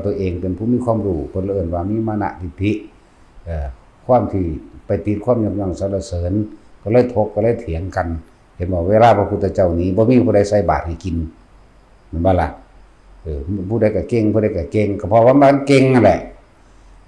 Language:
Northeastern Thai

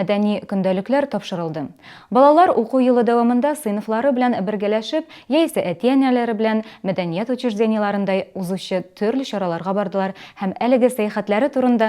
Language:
Tatar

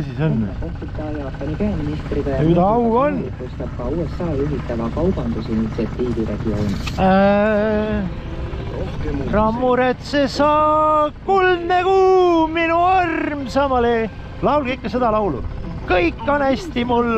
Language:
Estonian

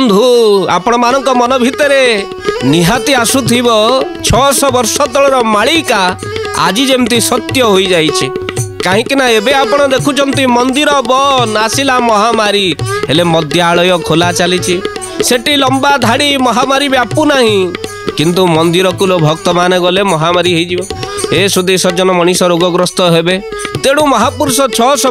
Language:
Odia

